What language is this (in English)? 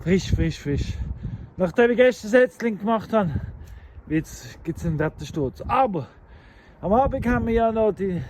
Swiss German